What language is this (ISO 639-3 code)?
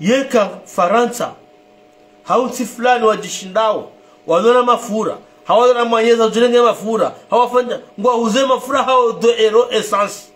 zdj